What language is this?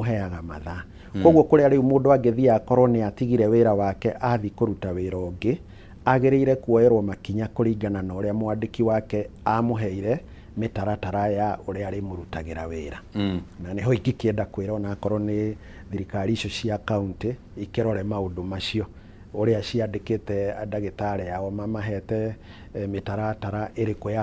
Kikuyu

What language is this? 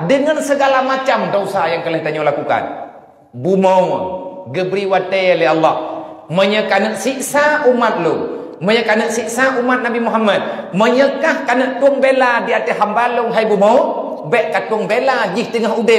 Achinese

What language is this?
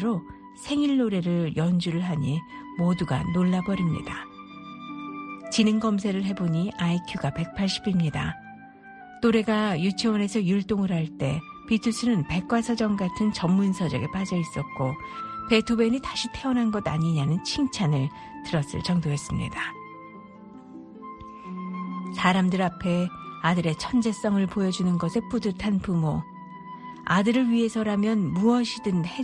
Korean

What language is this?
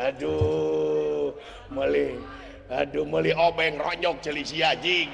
Sundanese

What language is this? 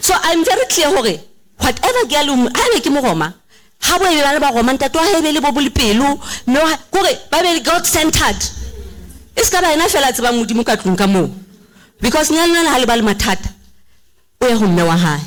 Southern Sotho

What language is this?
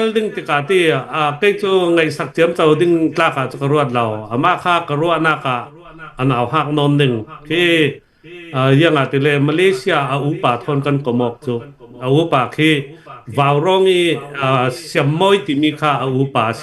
Hakha Chin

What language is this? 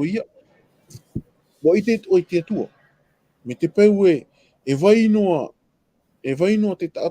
Tahitian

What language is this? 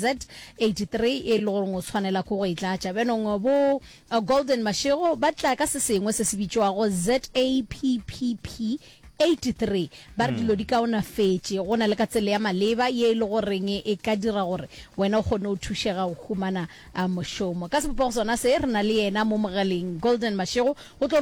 Northern Sotho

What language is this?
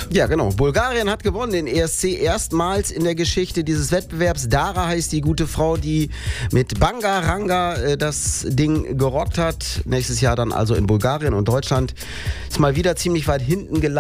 German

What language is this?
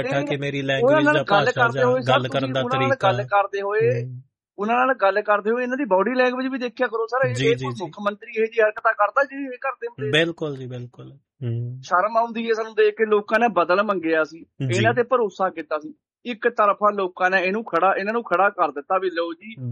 Punjabi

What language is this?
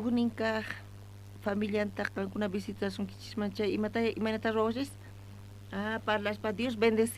South Bolivian Quechua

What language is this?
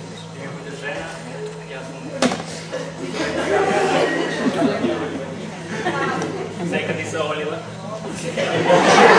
Slovak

